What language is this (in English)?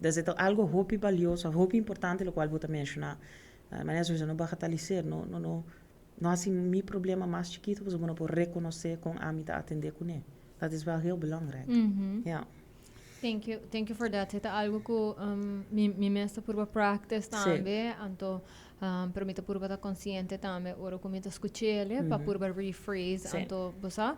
Papiamento